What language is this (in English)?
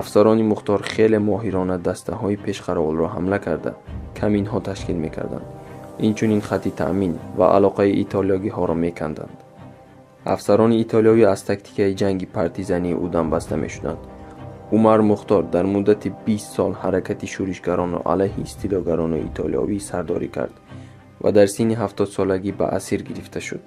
Tajik